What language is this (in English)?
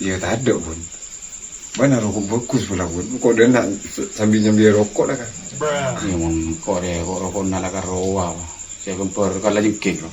Madurese